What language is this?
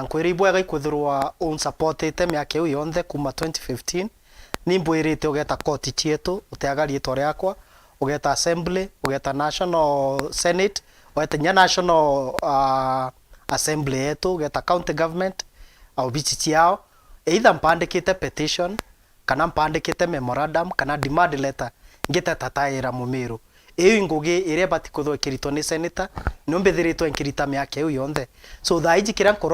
Meru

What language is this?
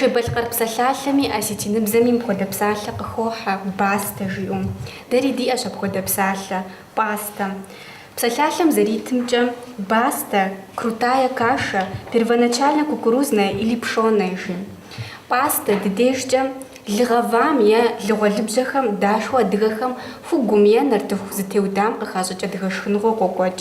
Kabardian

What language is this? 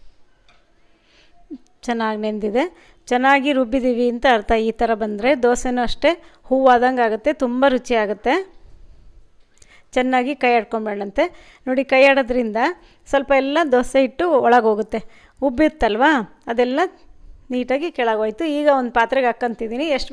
Kannada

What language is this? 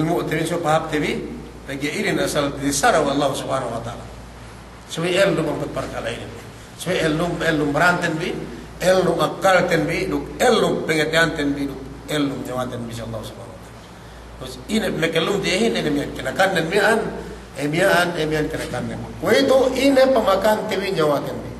Yakan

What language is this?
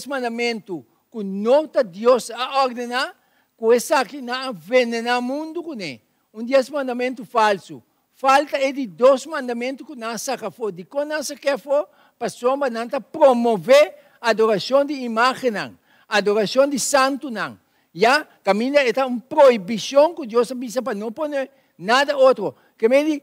Papiamento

